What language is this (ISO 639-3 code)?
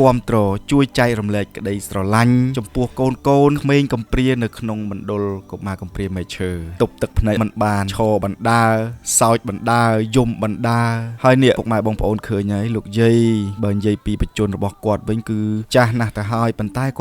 khm